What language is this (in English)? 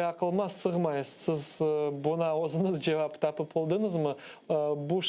Crimean Tatar